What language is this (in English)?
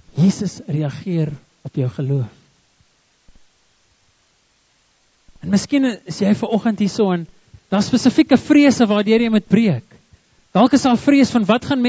Afrikaans